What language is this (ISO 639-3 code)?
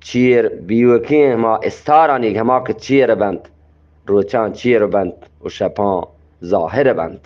bgp